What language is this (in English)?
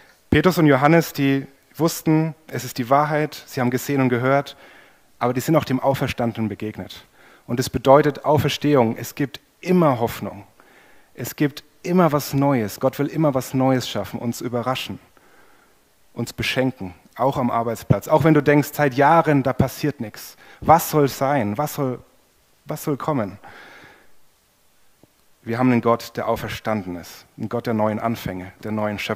German